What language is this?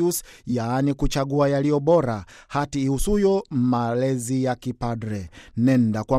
Swahili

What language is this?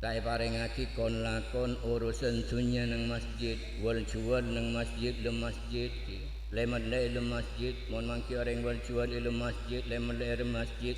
Madurese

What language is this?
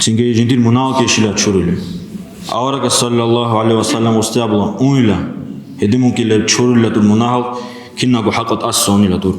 Avaric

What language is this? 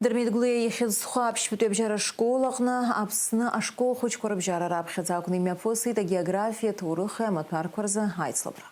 Abkhazian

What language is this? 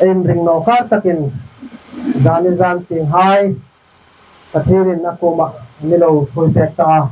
Hmar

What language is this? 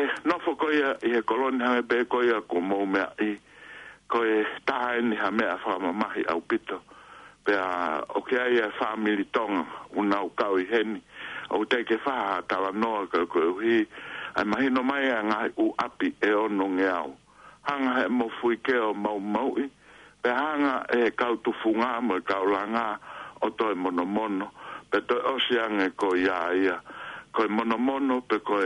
Tongan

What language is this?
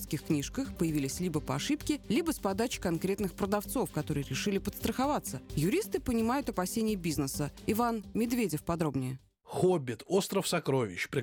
Russian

